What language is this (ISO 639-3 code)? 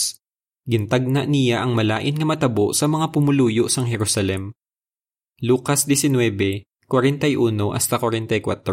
hil